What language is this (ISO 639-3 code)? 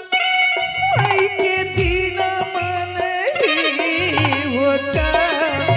anp